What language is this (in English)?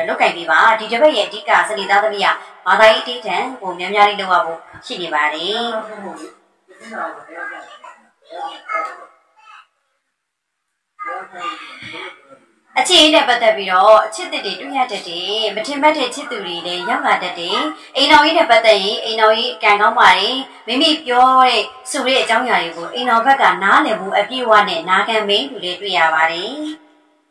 Burmese